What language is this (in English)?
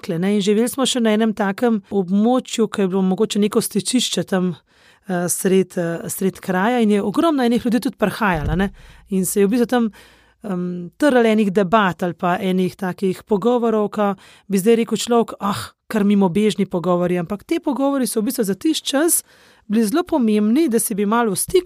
Slovenian